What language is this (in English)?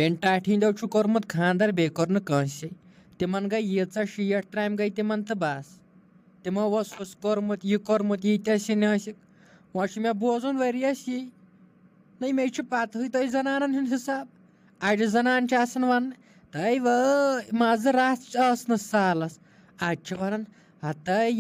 Kashmiri